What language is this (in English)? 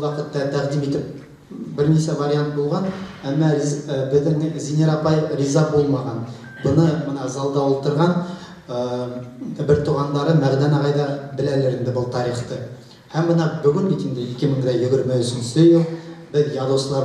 Bashkir